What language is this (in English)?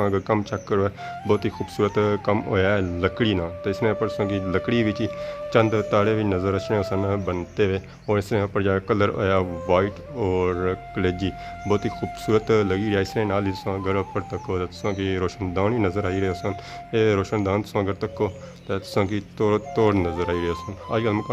Pahari-Potwari